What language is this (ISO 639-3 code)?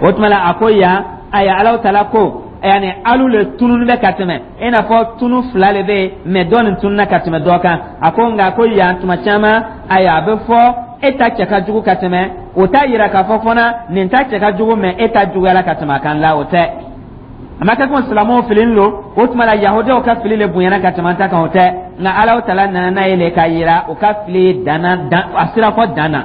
dyu